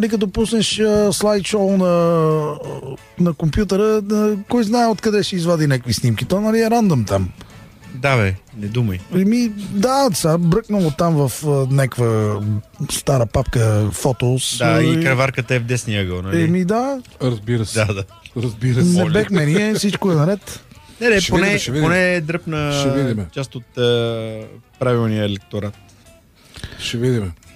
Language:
Bulgarian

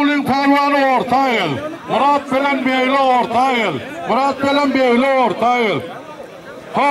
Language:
Turkmen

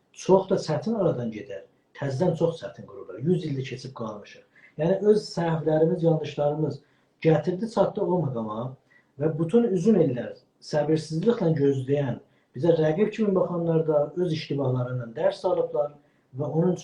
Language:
South Azerbaijani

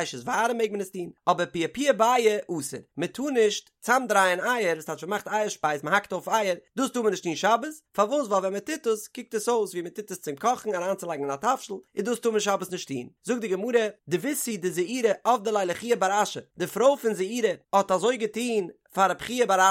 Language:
Yiddish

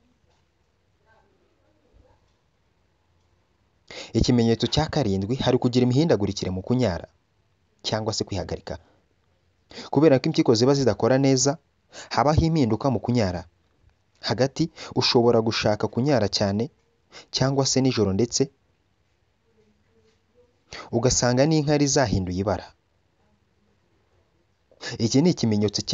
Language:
Kinyarwanda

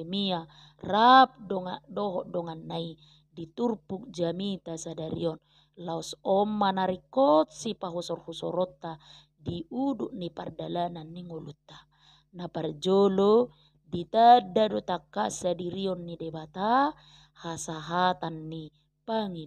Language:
Batak Toba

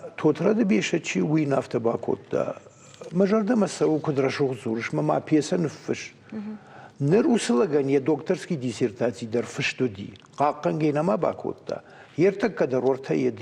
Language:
Ossetic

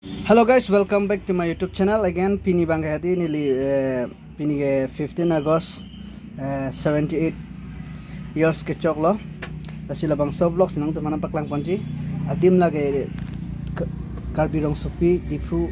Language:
Karbi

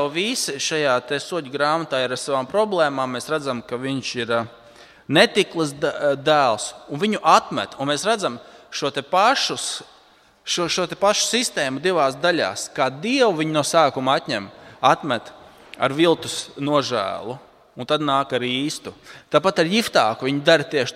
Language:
Latvian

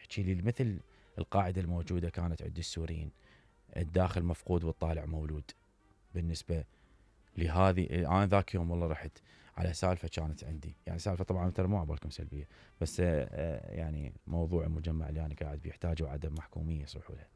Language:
Mesopotamian Arabic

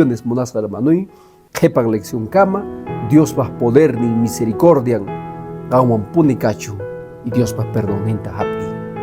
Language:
Quechua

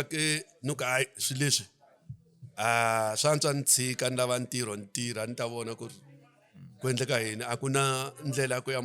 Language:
Tsonga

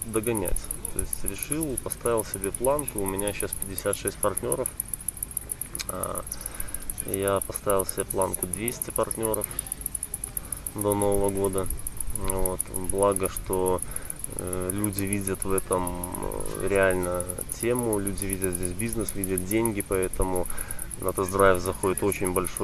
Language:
Russian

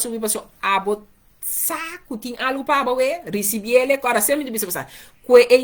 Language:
Papiamento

